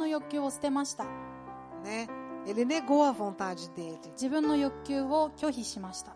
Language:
Galician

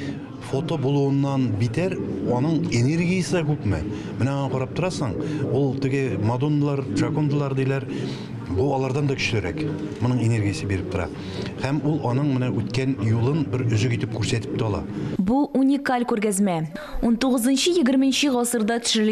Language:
Tatar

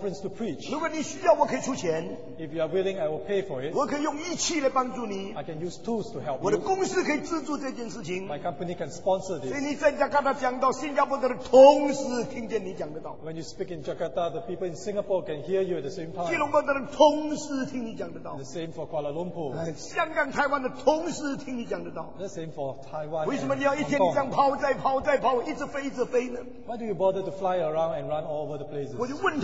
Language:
Chinese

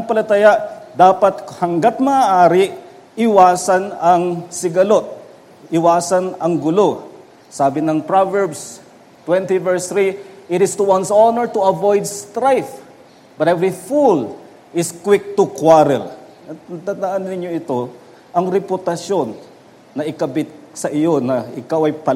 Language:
Filipino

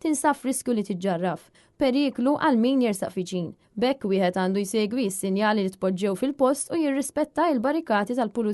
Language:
Maltese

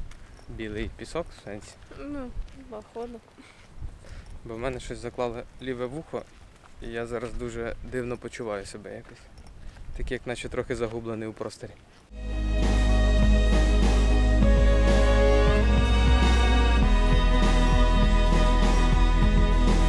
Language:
Ukrainian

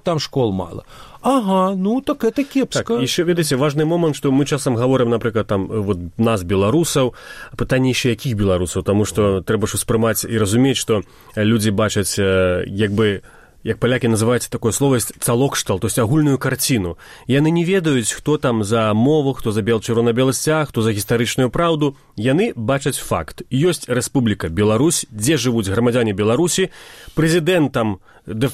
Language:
Belarusian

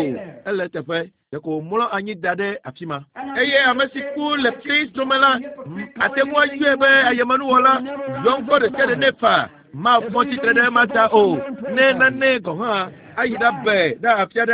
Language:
Ewe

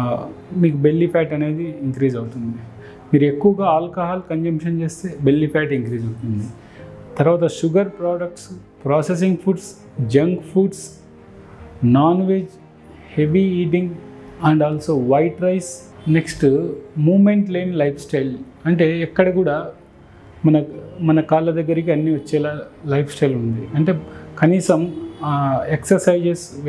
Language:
Telugu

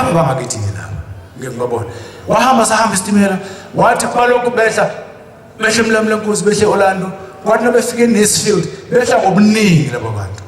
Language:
Zulu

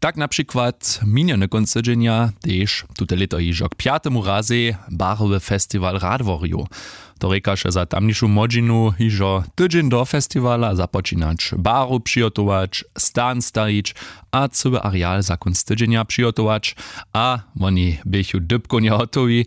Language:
Upper Sorbian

